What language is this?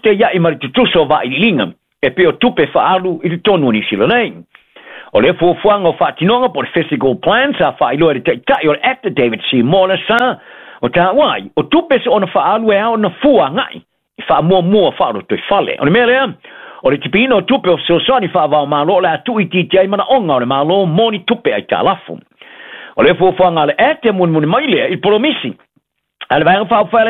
Samoan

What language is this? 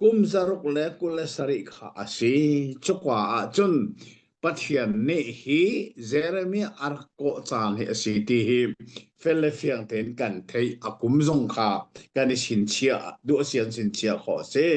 Hakha Chin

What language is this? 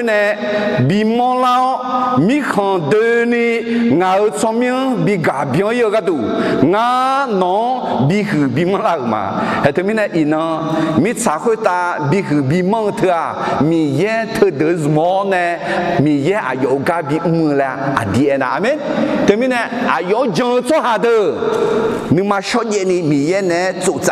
Akha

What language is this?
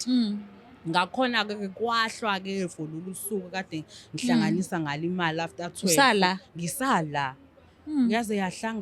Zulu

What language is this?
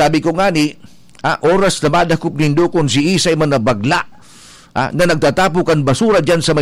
Bikol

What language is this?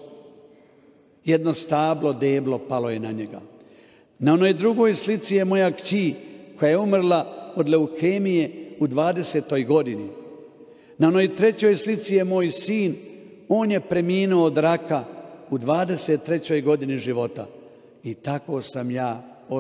Croatian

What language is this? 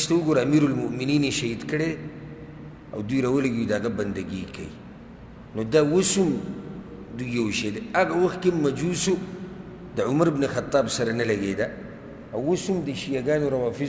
Pashto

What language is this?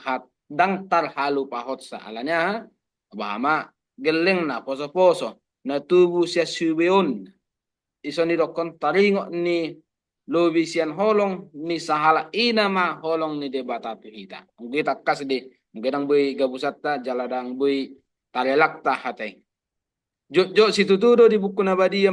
Batak Toba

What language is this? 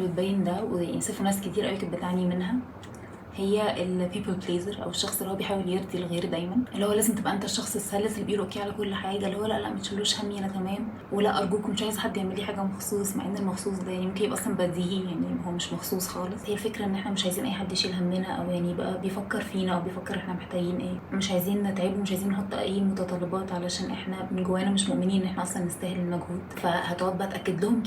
Egyptian Arabic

